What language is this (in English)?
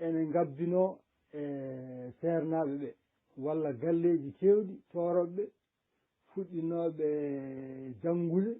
Fula